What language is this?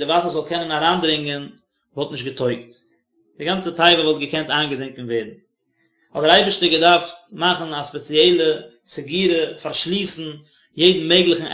Yiddish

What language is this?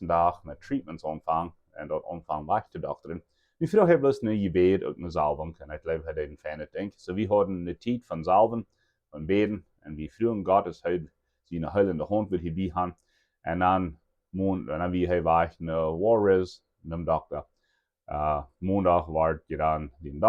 Plautdietsch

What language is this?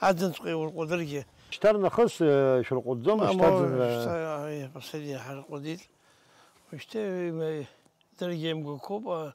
Abkhazian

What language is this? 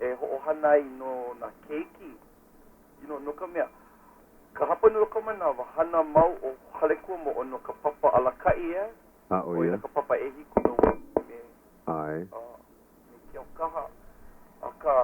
Hawaiian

